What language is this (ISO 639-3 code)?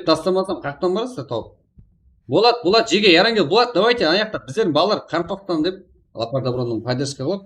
kaa